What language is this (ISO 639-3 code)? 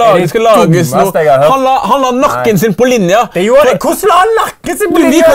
nor